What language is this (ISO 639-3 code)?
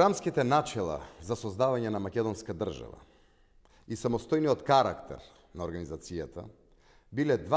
mkd